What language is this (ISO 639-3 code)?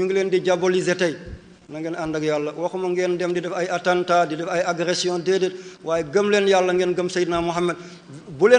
wol